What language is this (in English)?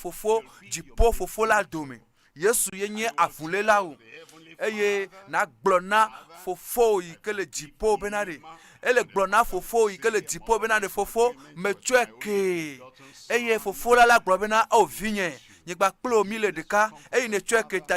Ewe